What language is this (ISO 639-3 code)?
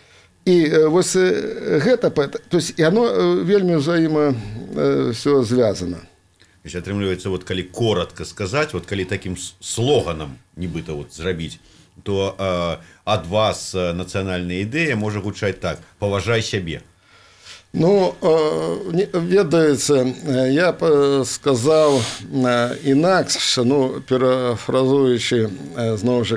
bel